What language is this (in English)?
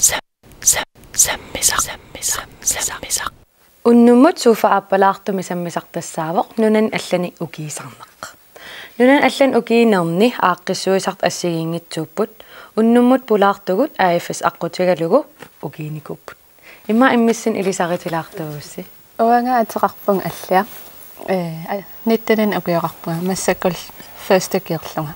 Kalaallisut